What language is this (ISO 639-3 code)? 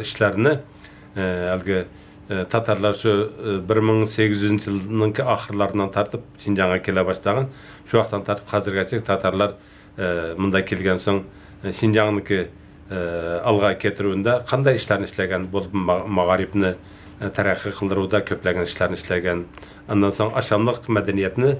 tat